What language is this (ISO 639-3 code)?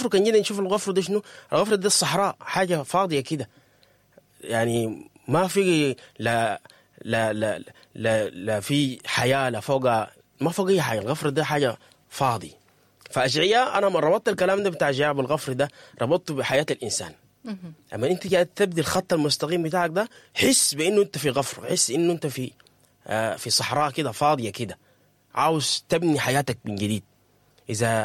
apd